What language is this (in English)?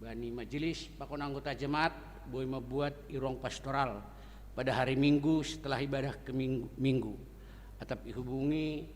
Batak Simalungun